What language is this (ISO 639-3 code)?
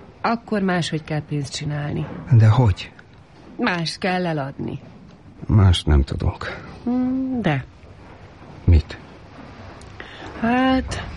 hun